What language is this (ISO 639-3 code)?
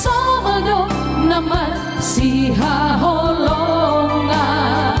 bts